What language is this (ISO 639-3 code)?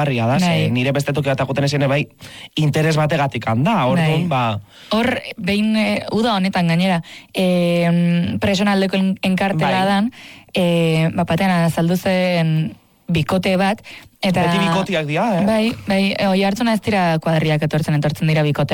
eus